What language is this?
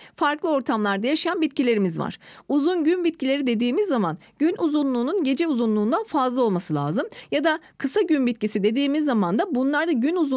Turkish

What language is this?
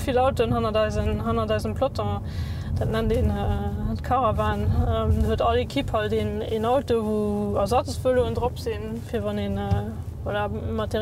Luxembourgish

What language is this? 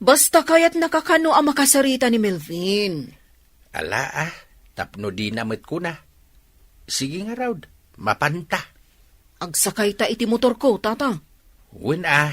Iloko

